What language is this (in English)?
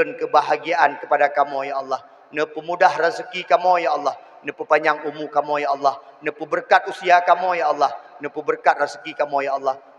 Achinese